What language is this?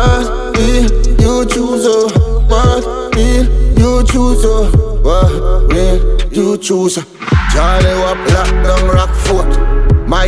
Jamaican Creole English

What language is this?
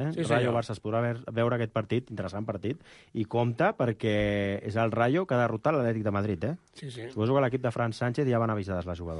Catalan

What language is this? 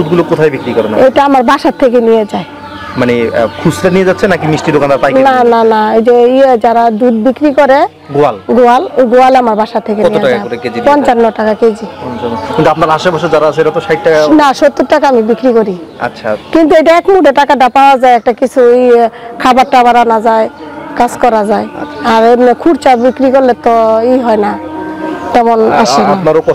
Bangla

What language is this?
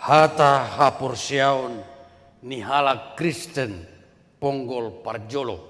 Batak Toba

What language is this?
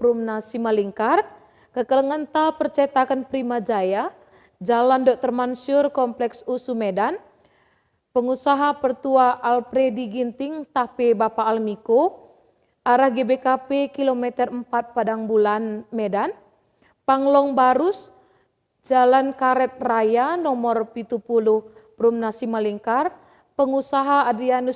Batak Karo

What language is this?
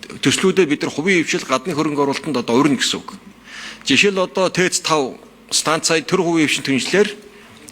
Mongolian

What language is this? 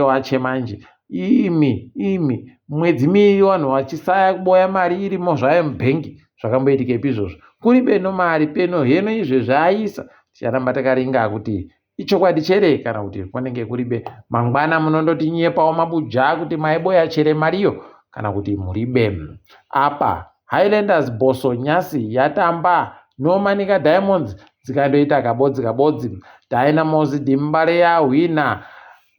Ndau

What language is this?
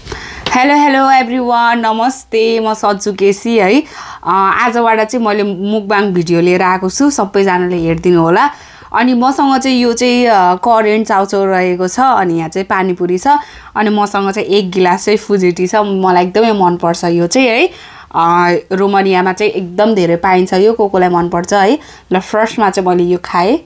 Nepali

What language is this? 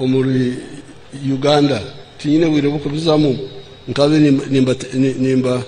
Nyankole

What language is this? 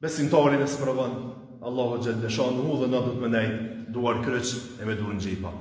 Albanian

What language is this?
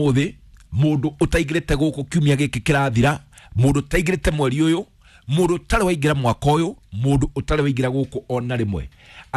Kikuyu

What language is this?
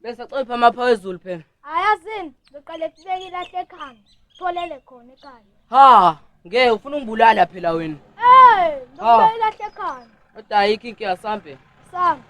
Zulu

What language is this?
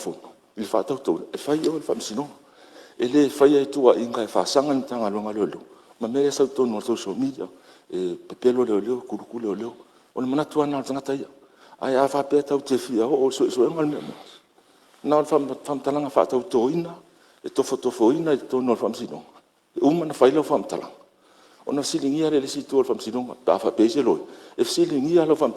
Samoan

